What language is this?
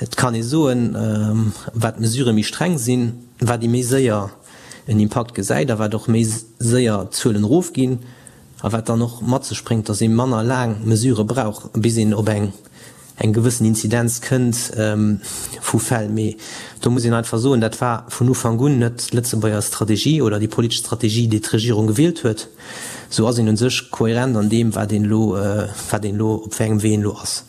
Luxembourgish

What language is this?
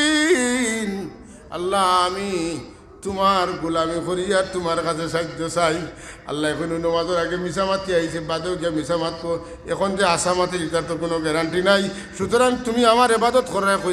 Sylheti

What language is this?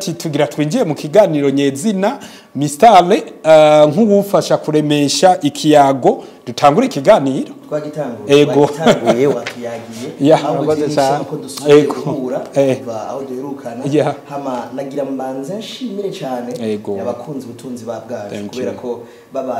Rundi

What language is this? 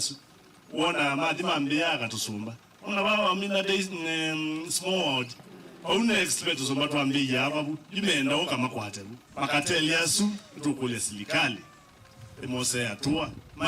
Kamba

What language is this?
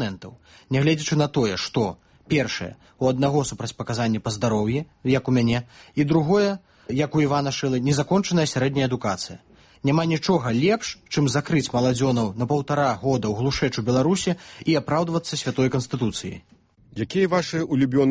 Belarusian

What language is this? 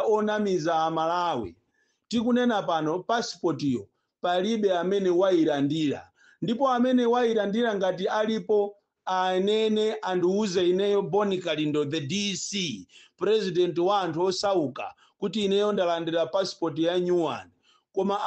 Nyanja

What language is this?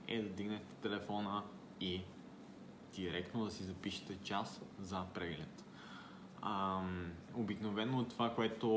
Bulgarian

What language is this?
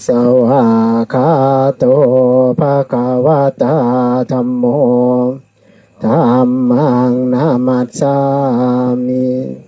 Pali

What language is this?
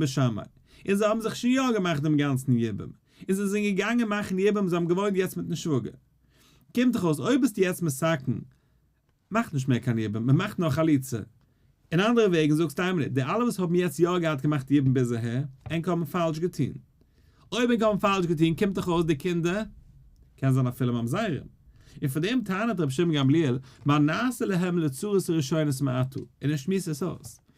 Yiddish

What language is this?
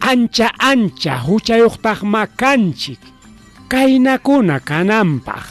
Ayacucho Quechua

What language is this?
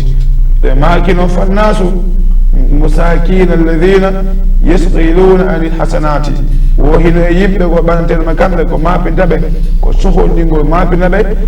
Fula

